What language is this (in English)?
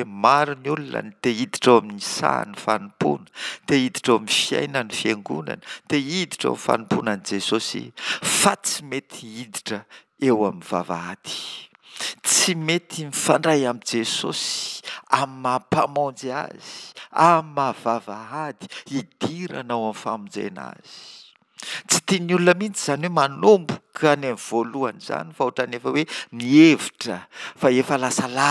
Malagasy